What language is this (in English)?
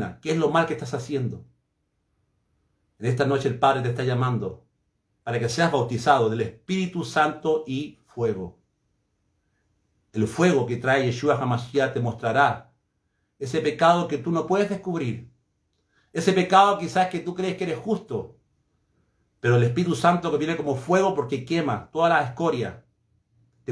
Spanish